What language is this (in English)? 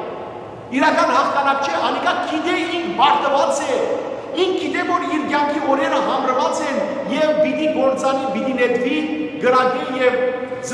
Western Armenian